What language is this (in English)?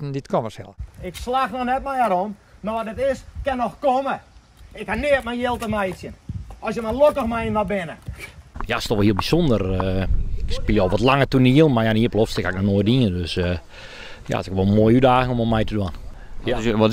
Western Frisian